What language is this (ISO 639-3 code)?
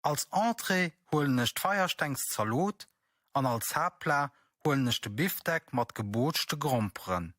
ltz